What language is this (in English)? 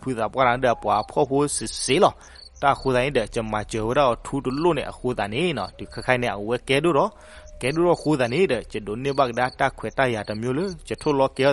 S'gaw Karen